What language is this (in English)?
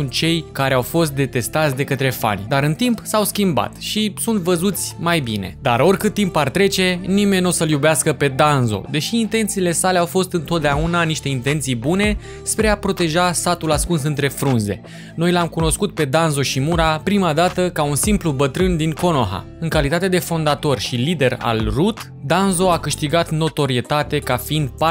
Romanian